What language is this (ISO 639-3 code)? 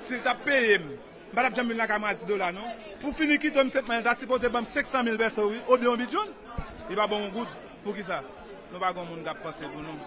hat